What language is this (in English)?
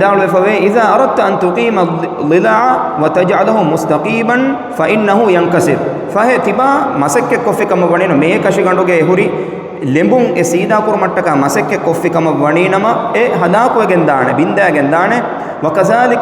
Divehi